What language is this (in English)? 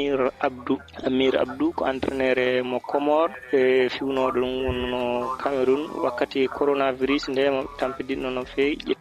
Fula